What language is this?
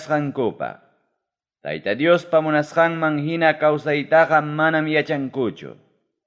Ayacucho Quechua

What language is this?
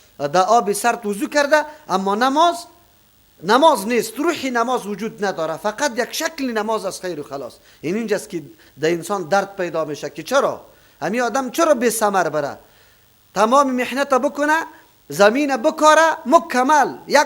Persian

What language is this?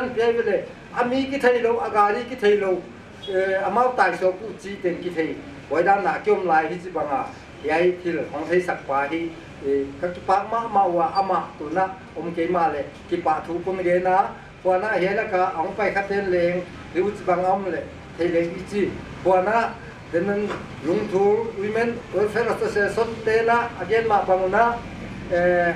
Paite Chin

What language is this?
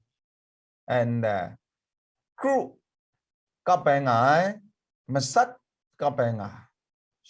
Kachin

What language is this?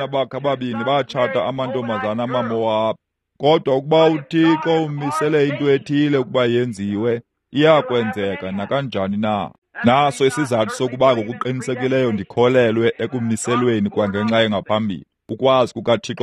Xhosa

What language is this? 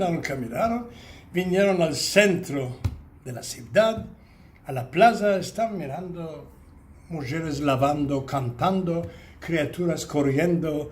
Ladino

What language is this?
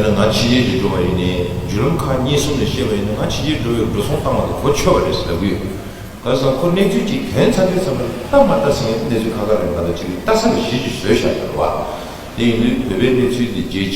Tibetan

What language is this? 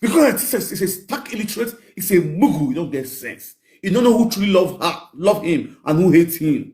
Nigerian Pidgin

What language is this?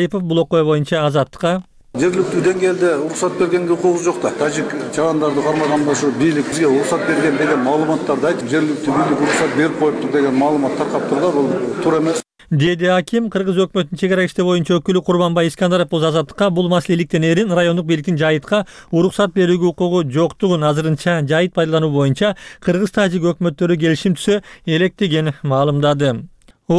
Kyrgyz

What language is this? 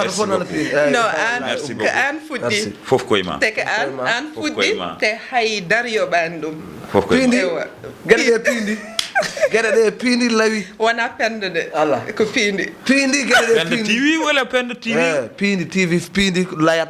Fula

